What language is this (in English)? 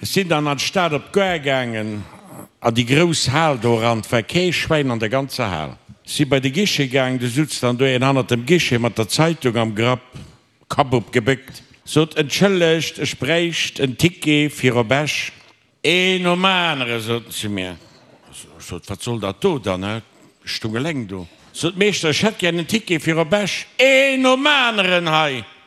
Luxembourgish